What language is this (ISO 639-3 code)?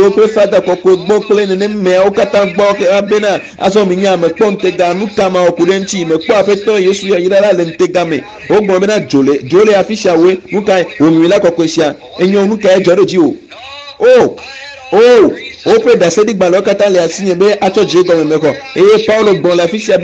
ewe